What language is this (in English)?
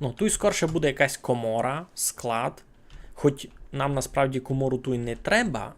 Rusyn